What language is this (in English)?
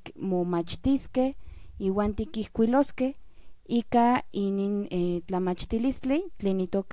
Central Nahuatl